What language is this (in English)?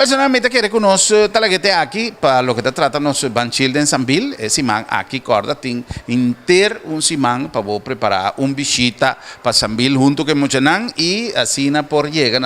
Papiamento